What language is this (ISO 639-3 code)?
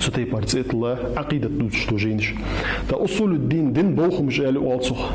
inh